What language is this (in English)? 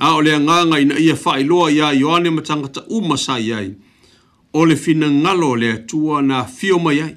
Samoan